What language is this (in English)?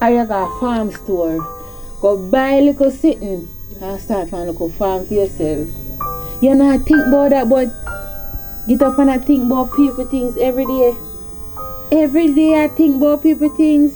Jamaican Creole English